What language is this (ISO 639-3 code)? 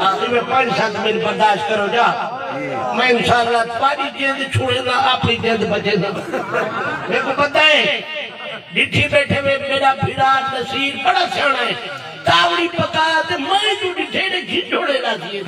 skr